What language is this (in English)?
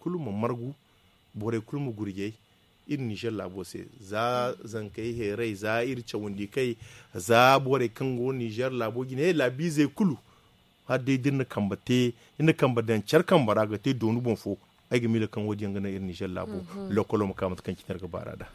Zarma